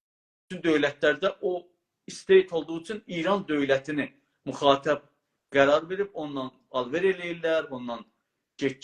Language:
South Azerbaijani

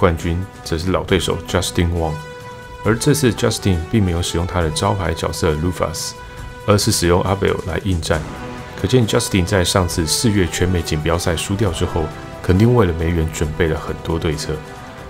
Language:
Chinese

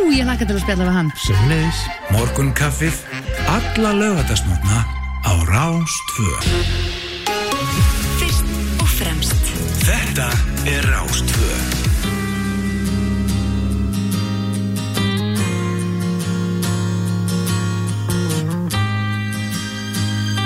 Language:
Icelandic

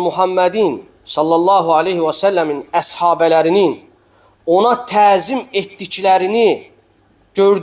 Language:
Azerbaijani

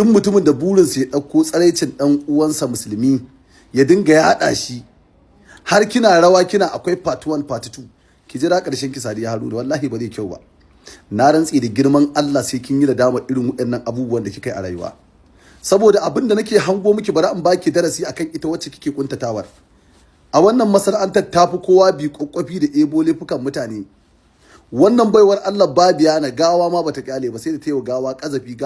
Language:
Hausa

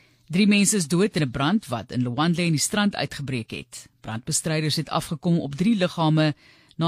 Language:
Afrikaans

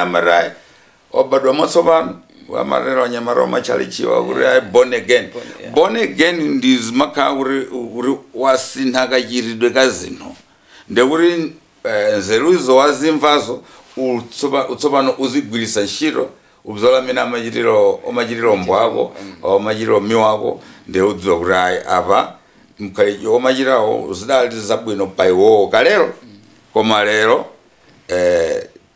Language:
Nyanja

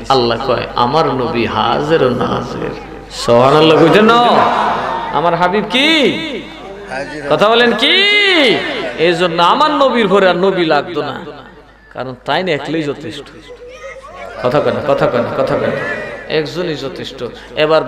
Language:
Bangla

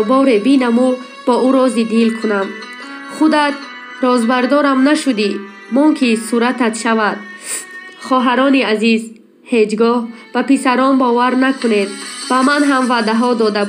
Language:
Tajik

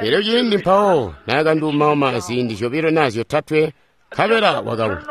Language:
Tonga (Zambia)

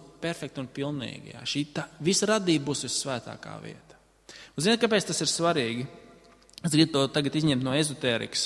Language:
Latvian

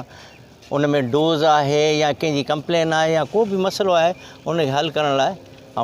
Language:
Sindhi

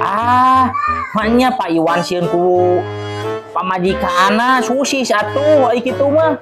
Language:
Sundanese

